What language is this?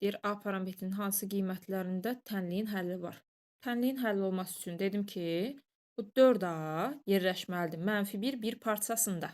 Azerbaijani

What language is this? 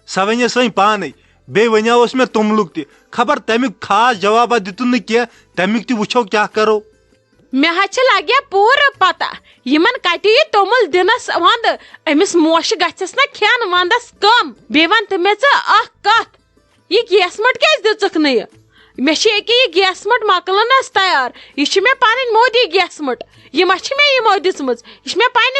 Kashmiri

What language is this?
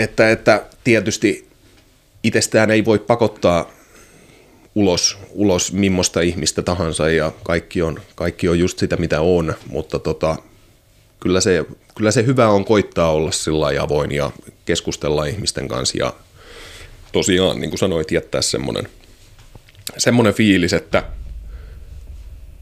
Finnish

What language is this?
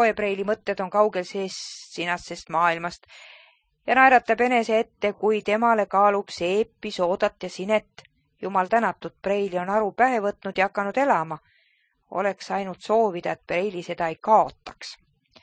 Estonian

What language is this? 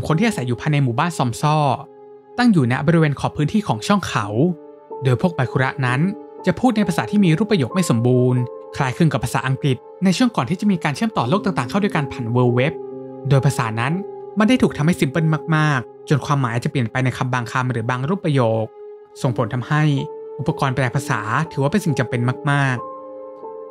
Thai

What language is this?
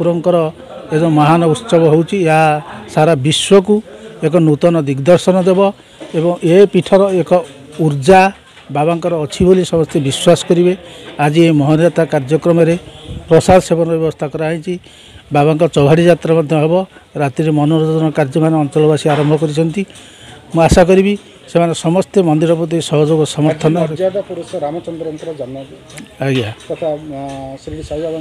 Odia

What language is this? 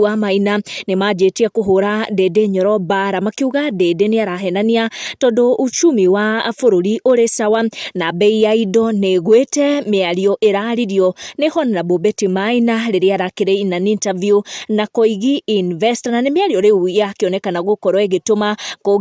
Kikuyu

